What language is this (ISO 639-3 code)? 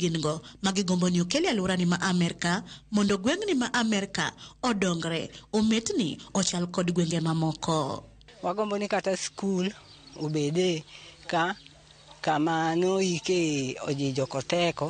luo